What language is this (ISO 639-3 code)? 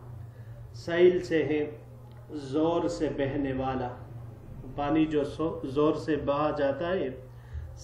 urd